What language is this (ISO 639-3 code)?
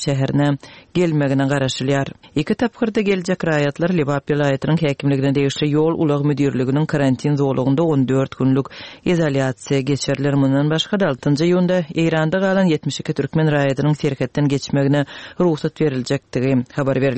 tuk